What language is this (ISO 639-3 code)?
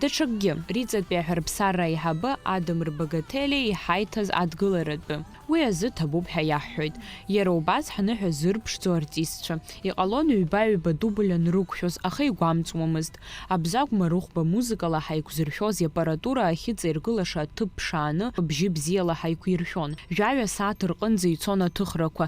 abk